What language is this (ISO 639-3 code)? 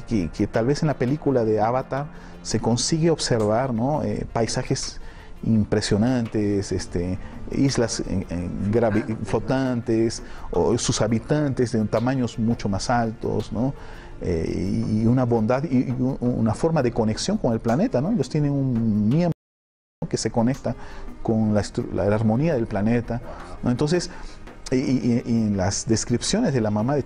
spa